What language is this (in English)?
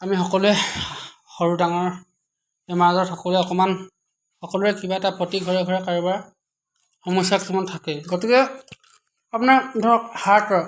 Assamese